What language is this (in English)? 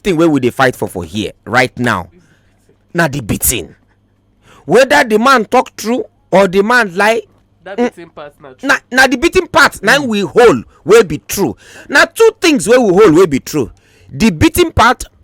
Nigerian Pidgin